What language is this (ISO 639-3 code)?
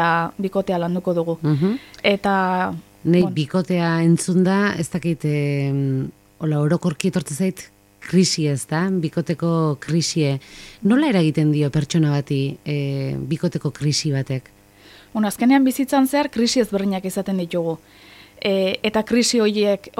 eus